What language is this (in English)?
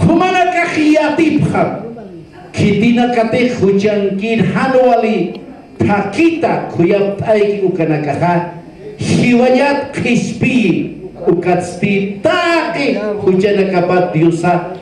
Aymara